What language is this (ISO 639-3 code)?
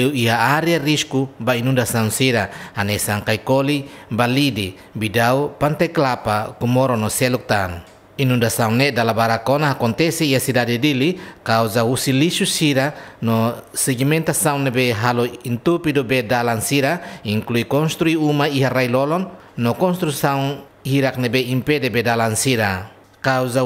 tet